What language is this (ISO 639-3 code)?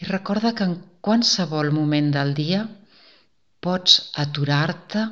cat